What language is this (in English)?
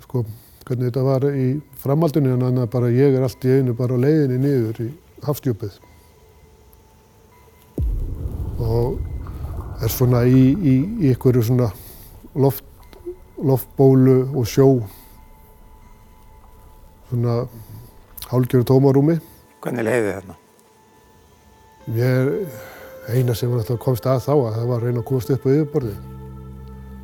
Icelandic